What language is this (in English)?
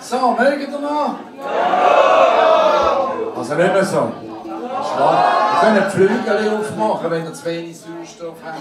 Swiss German